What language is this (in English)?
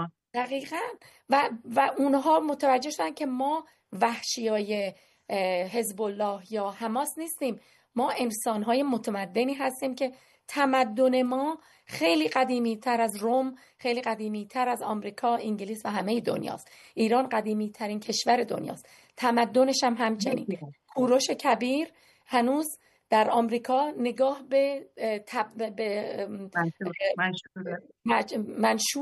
Persian